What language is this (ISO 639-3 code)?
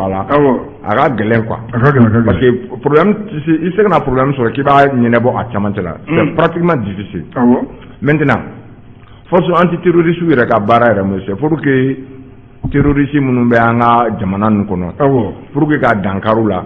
bam